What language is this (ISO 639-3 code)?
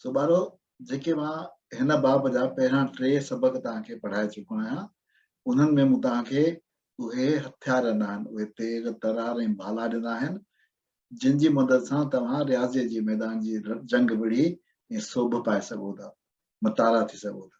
snd